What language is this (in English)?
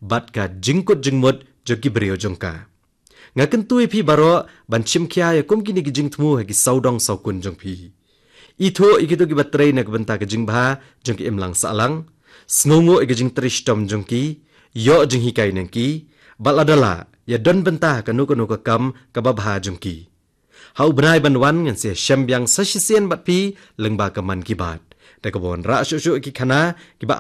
Khasi